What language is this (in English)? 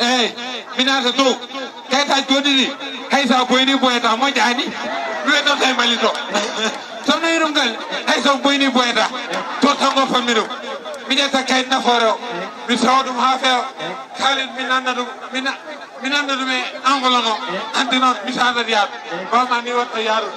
Fula